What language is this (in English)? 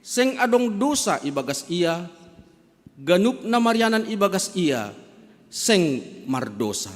Batak Simalungun